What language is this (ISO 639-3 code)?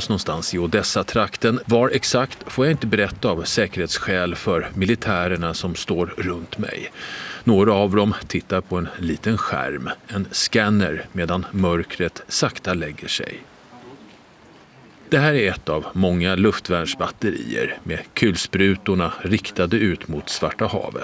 swe